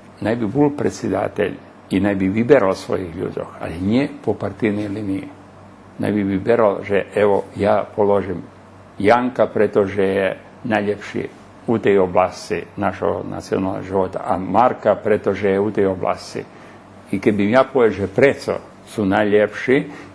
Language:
Rusyn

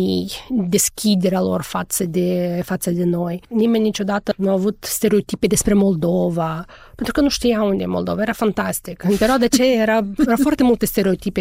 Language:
Romanian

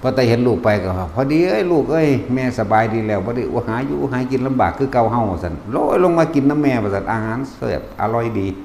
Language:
Lao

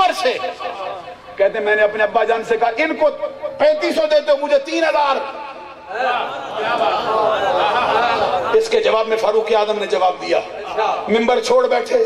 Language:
Urdu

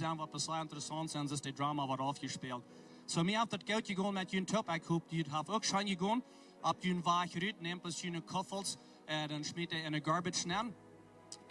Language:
Plautdietsch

